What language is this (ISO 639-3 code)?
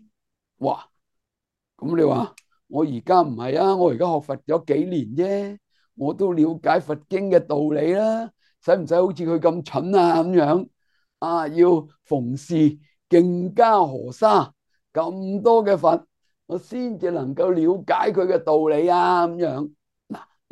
yue